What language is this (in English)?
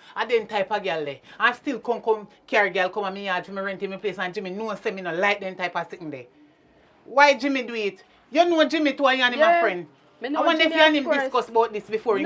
Jamaican Creole English